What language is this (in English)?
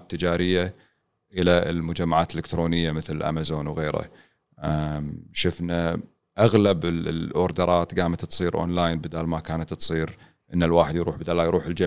Gulf Arabic